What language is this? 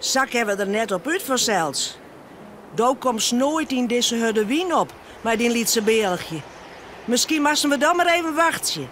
Western Frisian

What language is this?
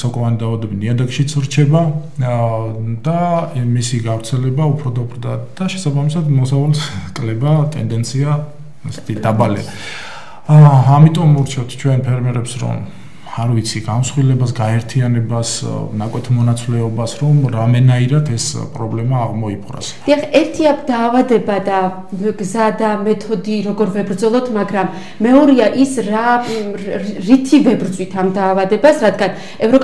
Georgian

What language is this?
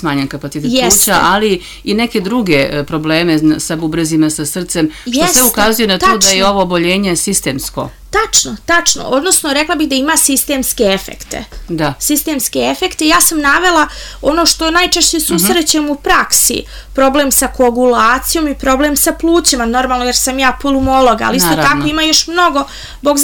Croatian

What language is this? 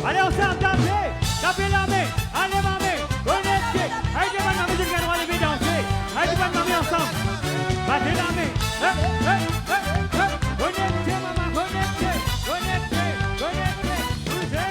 Morisyen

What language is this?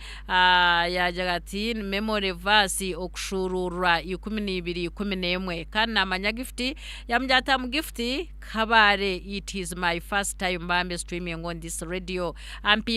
Nyankole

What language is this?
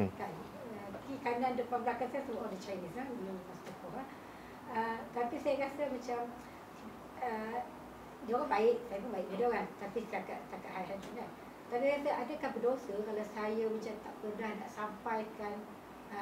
Malay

